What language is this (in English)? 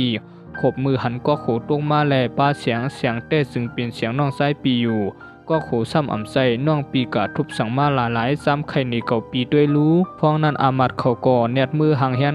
Shan